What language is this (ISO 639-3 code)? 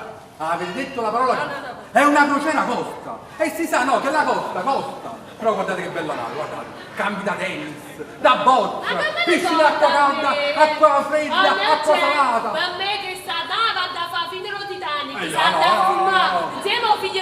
nap